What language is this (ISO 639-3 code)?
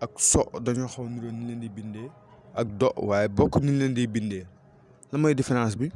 wol